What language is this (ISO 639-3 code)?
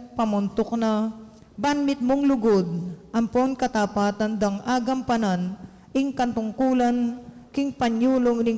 pam